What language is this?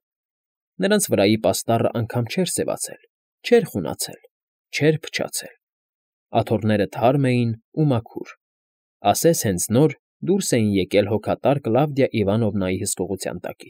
Armenian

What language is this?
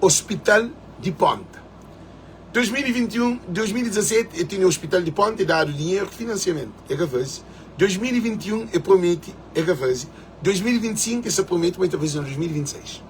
Kabuverdianu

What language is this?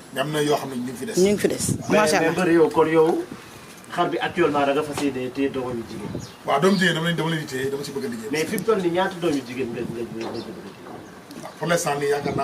Wolof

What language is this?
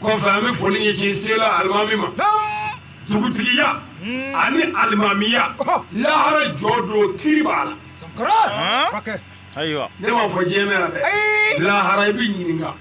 Bambara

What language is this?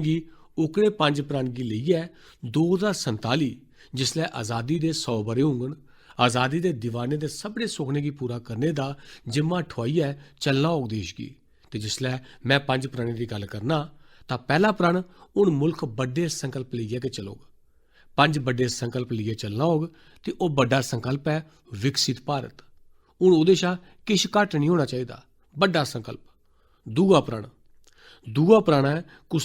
Dogri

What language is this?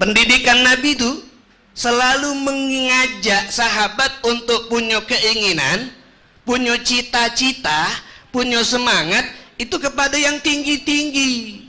Musi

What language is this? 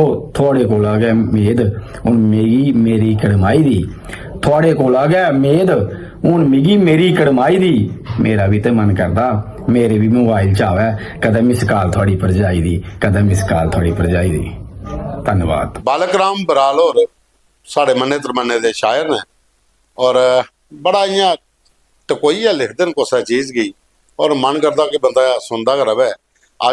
Dogri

